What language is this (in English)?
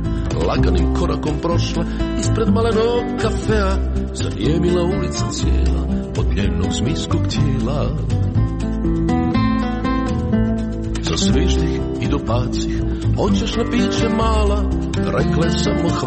Croatian